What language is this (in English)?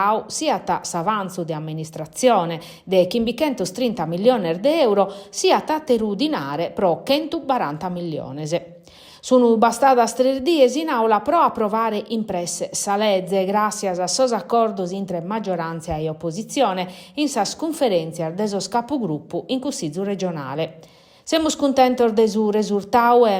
Sardinian